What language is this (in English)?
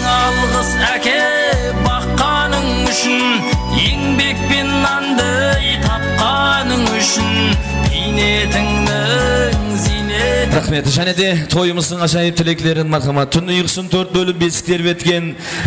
Kara-Kalpak